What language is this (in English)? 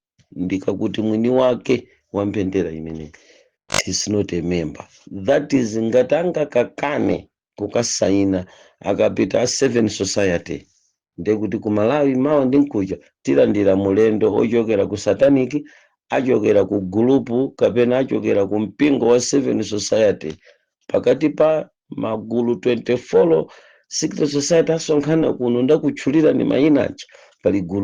Nyanja